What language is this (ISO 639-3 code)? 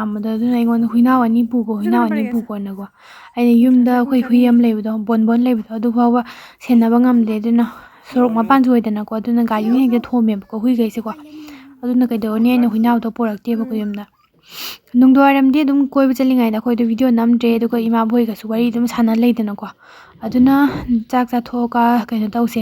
mni